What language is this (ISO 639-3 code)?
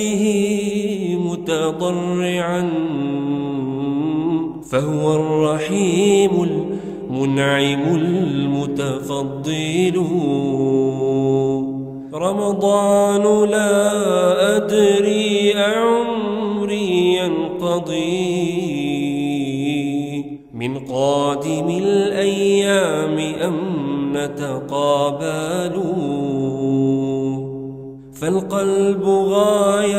ara